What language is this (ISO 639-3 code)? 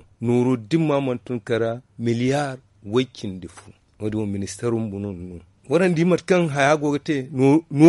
dje